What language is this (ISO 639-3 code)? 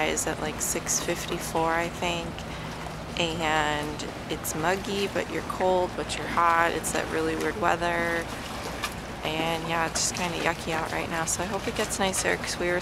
eng